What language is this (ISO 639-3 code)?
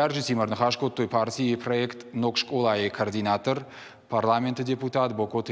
oss